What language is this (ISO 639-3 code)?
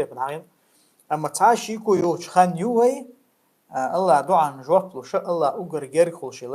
che